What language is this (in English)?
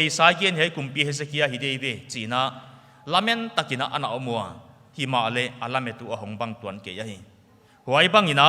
Paite Chin